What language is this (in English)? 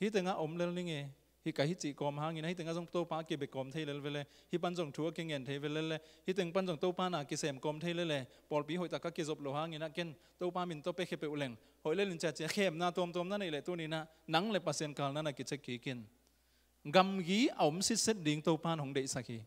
Tedim Chin